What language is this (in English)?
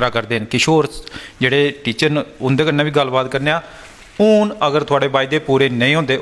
Dogri